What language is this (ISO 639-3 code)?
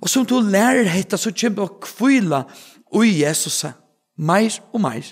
fao